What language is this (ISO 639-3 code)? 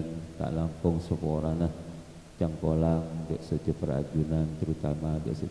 mad